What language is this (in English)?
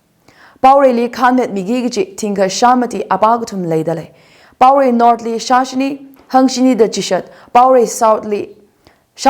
Tangkhul Naga (India)